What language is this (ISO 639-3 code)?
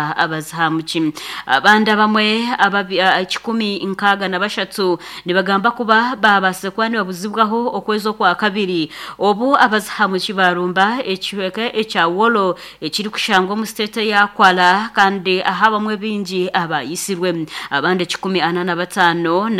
nyn